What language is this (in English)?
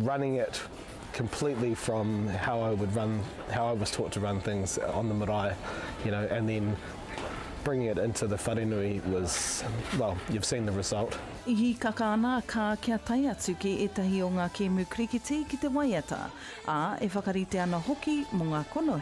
Māori